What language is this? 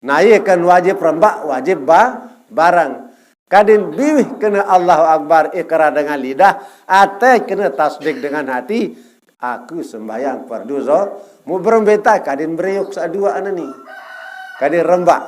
Sasak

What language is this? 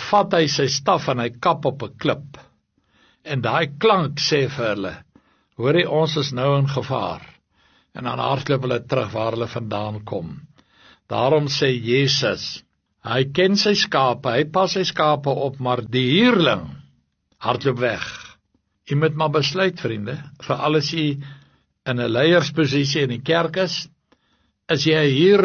Afrikaans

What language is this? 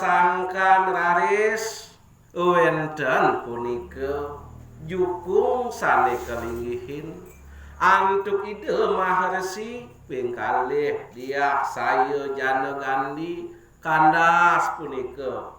Balinese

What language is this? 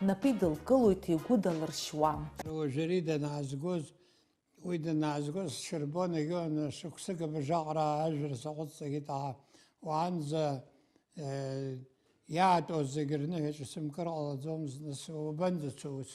Abkhazian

